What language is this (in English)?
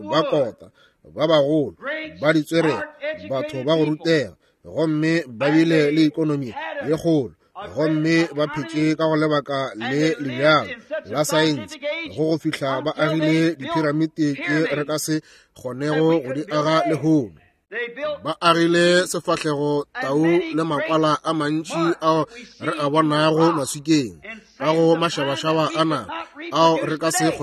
Northern Sotho